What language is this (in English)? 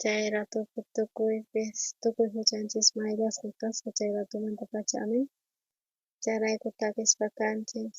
South Bolivian Quechua